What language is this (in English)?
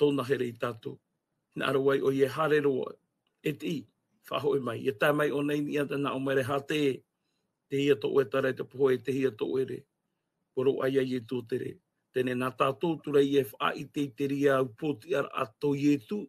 Tahitian